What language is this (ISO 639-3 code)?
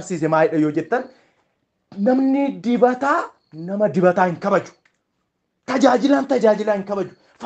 orm